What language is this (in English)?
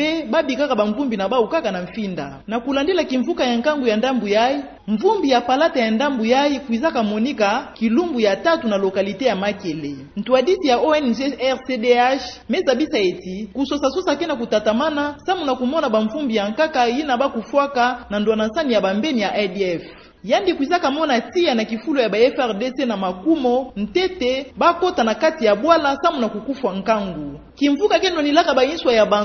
Kituba (Democratic Republic of Congo)